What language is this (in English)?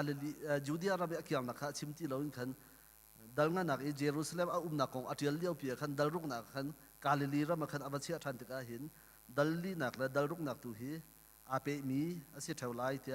Hakha Chin